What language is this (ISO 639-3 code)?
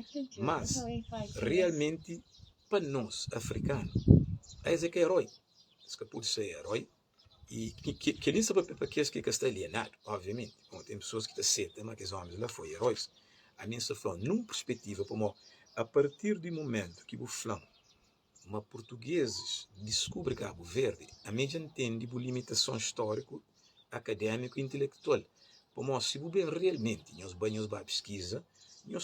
kea